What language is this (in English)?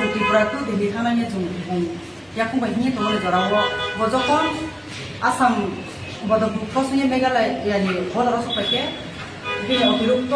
Kok Borok